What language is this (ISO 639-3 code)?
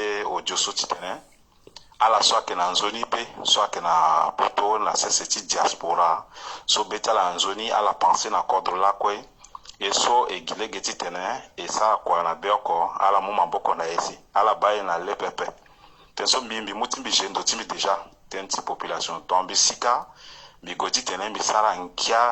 sag